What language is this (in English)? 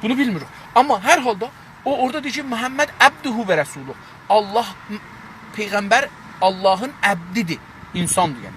South Azerbaijani